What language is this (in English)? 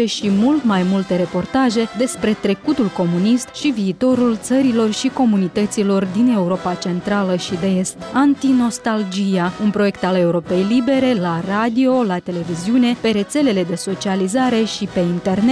Romanian